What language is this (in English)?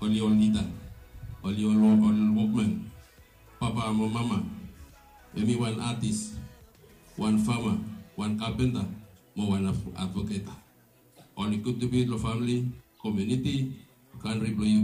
Bislama